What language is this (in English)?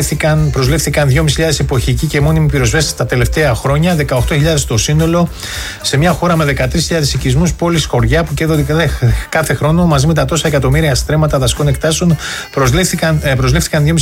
Greek